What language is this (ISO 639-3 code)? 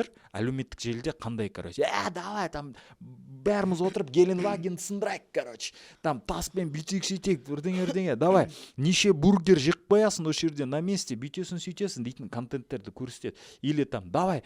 kaz